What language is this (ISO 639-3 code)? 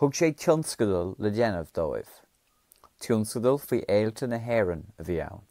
gle